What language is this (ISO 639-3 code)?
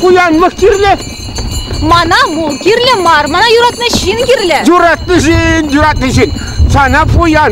chv